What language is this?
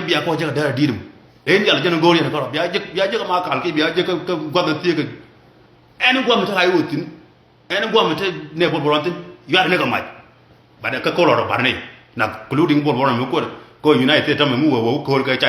Nuer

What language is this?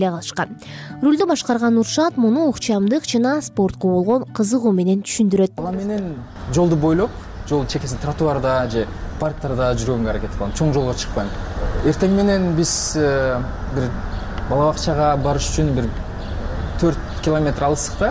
Kyrgyz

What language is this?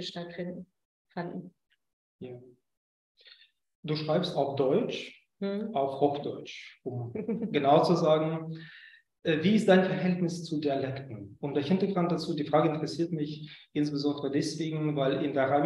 German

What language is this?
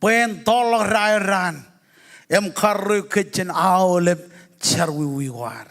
Marshallese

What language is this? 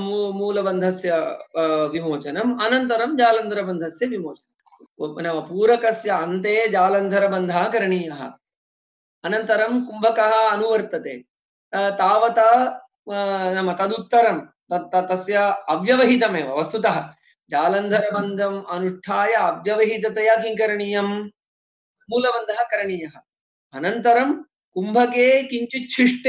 Sanskrit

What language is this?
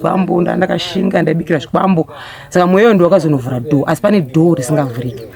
Shona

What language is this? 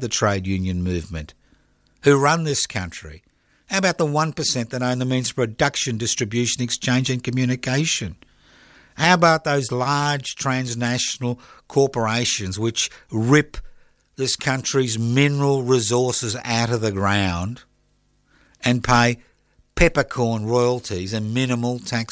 English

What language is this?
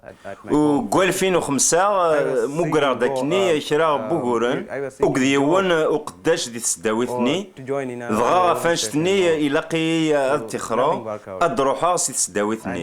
Kabyle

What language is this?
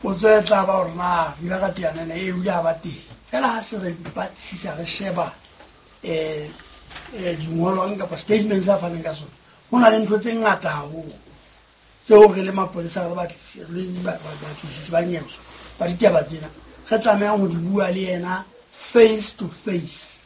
Southern Sotho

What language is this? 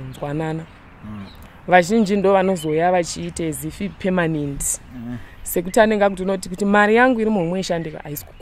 Shona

